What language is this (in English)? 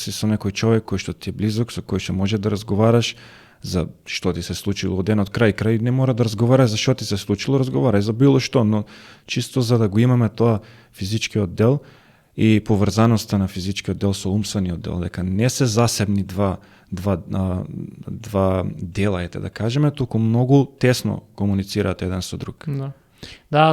Macedonian